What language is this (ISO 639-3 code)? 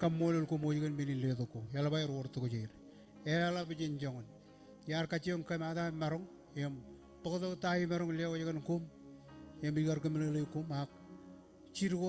mah